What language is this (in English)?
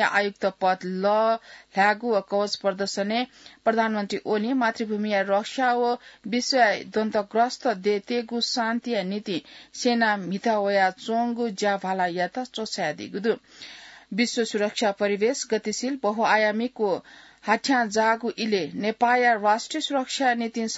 Newari